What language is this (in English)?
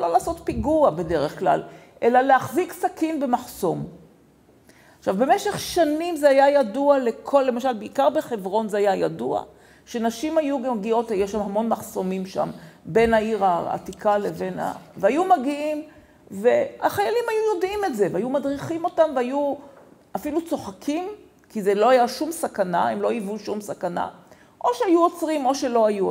Hebrew